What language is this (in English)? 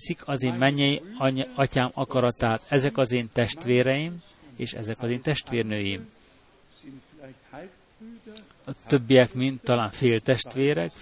Hungarian